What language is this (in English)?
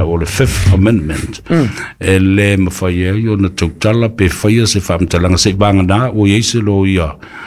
Samoan